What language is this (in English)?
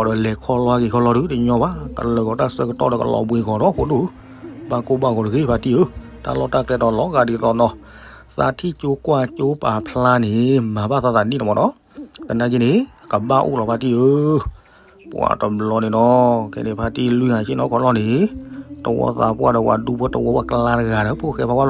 S'gaw Karen